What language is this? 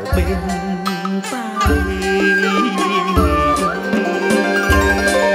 Vietnamese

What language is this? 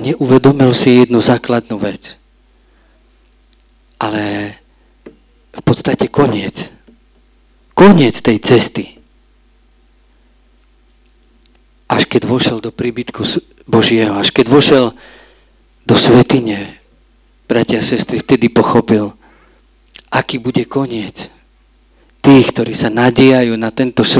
Slovak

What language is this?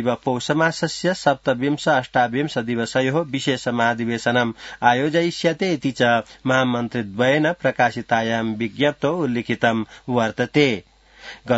Sanskrit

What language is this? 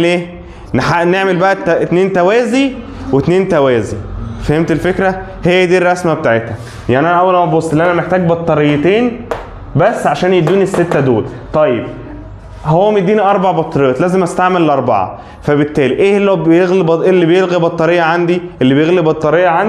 Egyptian Arabic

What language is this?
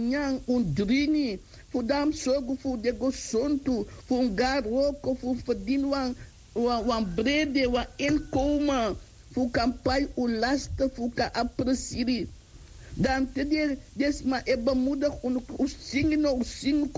Sranan Tongo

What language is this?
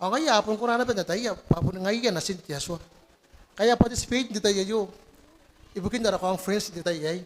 Gilbertese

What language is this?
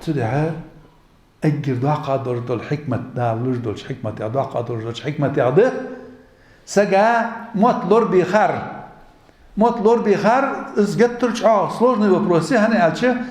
Ingush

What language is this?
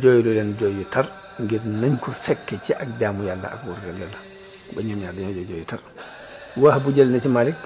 Wolof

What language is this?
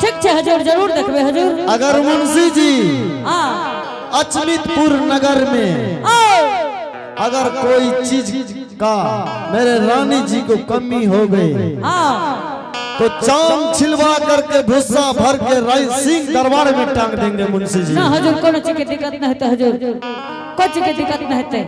Angika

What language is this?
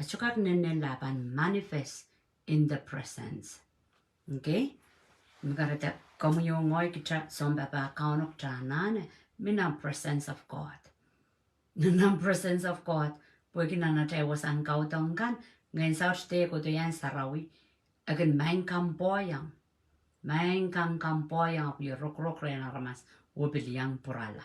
Pohnpeian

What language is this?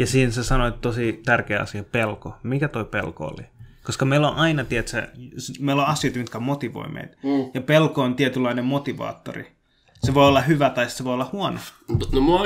Finnish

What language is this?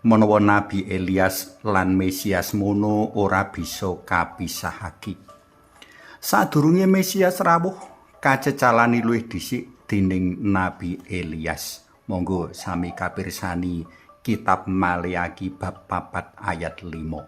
Javanese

